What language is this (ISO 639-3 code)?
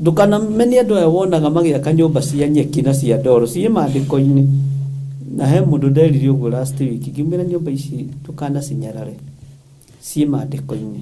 kik